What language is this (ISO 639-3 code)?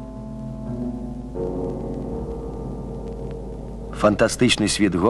ukr